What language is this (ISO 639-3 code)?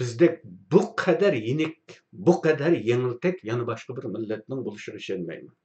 uig